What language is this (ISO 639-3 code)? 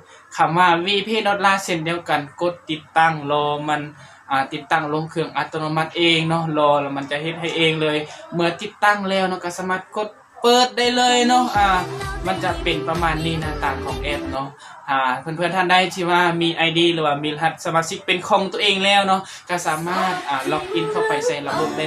lao